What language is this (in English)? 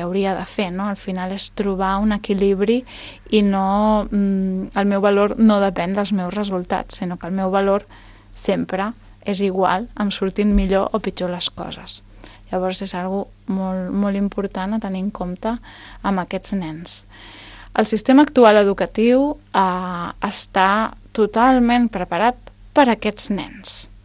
Catalan